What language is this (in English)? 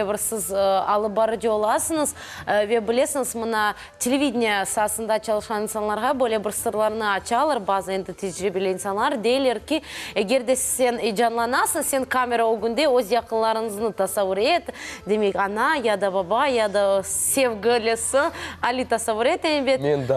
Crimean Tatar